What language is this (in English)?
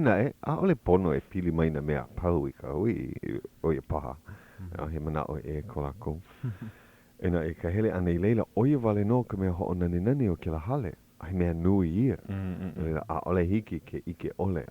Hawaiian